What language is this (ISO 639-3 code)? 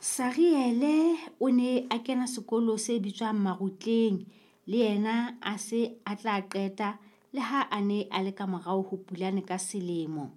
sot